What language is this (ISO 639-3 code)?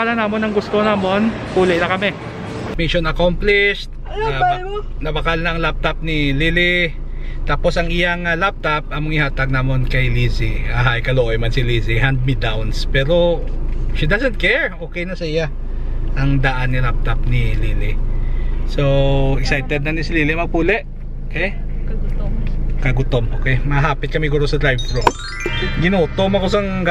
hil